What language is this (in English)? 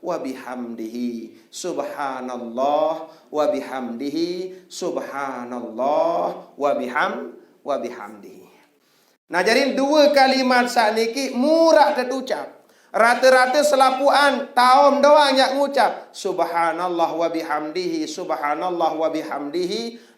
Sasak